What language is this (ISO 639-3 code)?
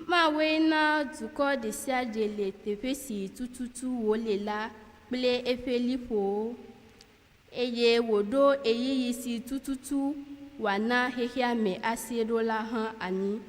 ewe